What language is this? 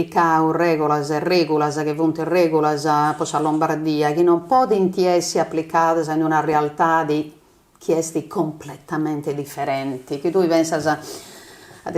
Sardinian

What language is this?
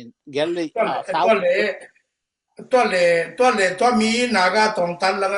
Tedim Chin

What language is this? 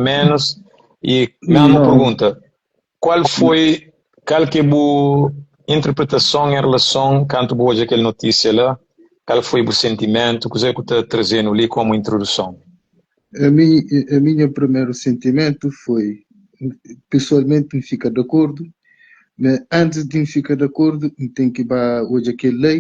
Kabuverdianu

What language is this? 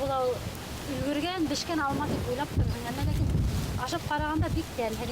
Bashkir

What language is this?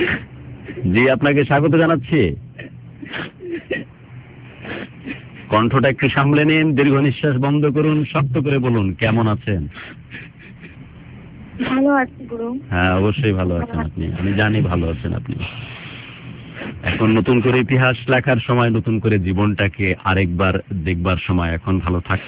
Bangla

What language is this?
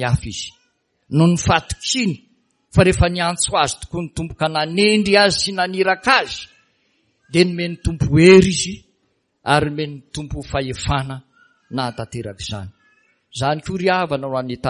Malagasy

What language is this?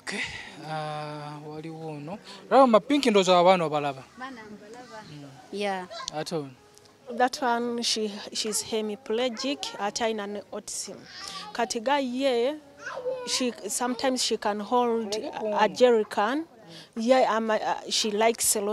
Ganda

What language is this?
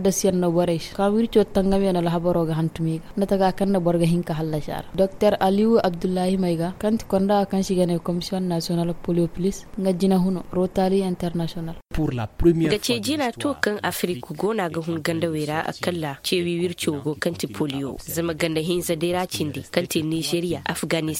Zarma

